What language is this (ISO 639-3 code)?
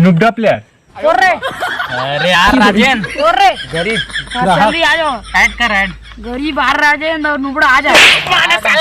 hne